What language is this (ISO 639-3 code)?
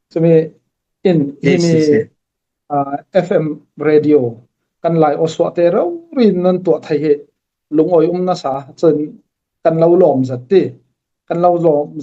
cfm